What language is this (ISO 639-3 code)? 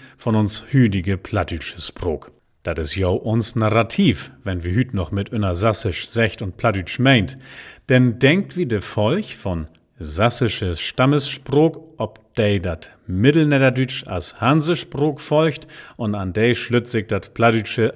nds